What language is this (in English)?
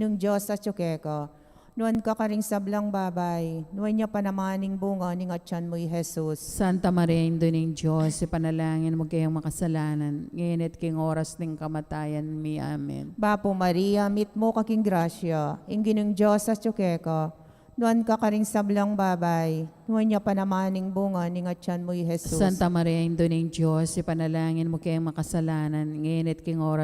Pampanga